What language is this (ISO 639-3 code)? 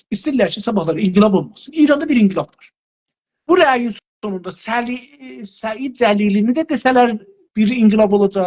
azb